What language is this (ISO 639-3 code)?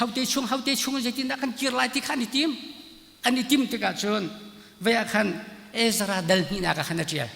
cnh